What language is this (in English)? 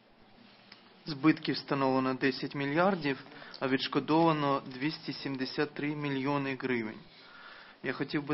Ukrainian